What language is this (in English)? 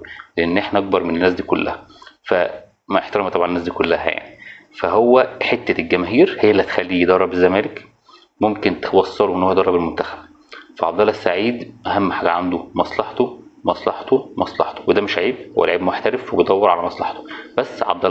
Egyptian Arabic